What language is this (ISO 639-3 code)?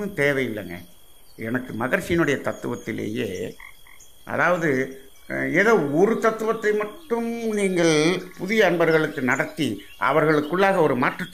tam